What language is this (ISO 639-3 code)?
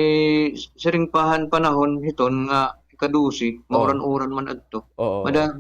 war